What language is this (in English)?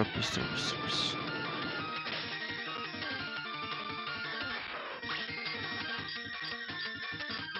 Spanish